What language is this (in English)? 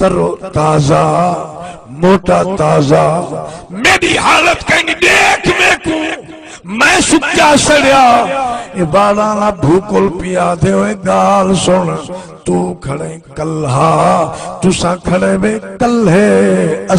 Saraiki